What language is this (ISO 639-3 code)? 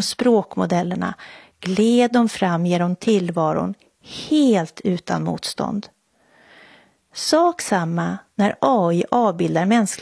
swe